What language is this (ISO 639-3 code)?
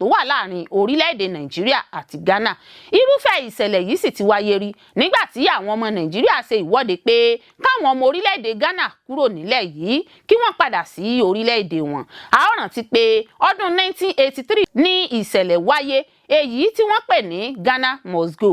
yor